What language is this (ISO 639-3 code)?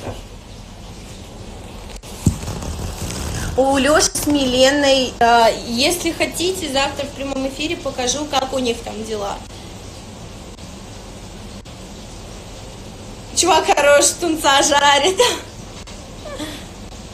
rus